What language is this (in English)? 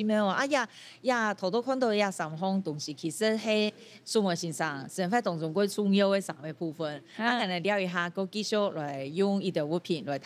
Hakka Chinese